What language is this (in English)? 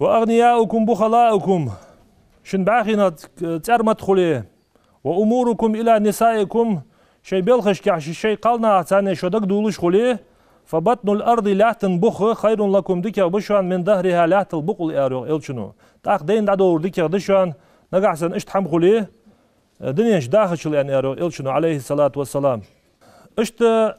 Ingush